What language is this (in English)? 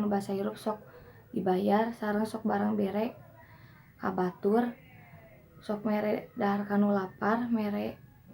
Sundanese